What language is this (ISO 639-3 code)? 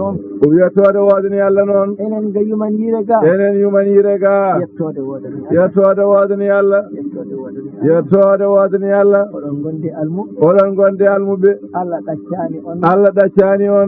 ful